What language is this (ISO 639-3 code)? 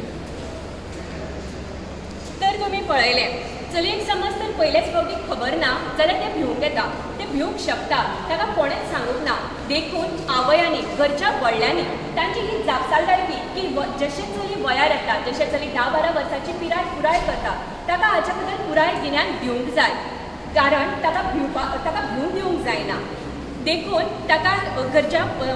kok